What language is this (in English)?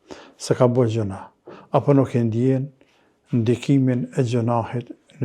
Albanian